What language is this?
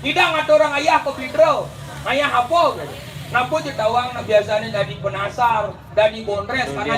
Balinese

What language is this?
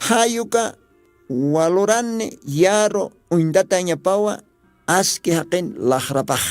Aymara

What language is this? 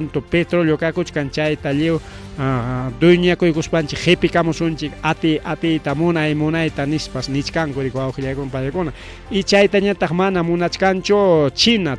Ayacucho Quechua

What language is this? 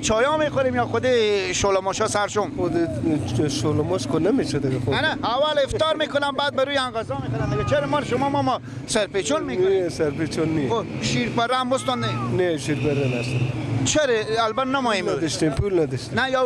Persian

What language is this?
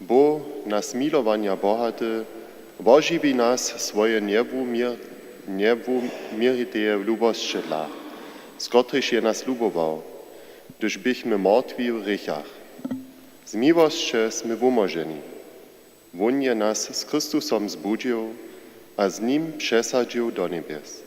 Upper Sorbian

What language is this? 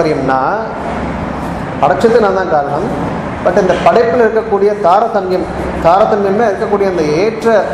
Tamil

